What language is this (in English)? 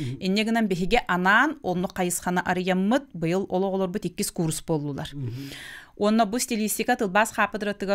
Yakut